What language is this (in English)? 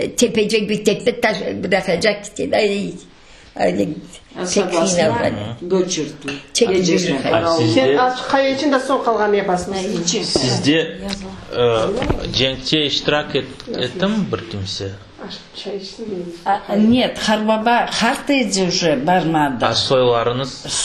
Crimean Tatar